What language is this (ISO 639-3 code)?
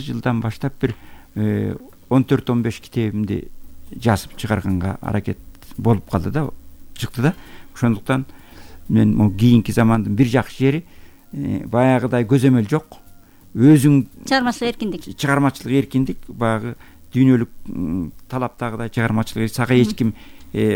kir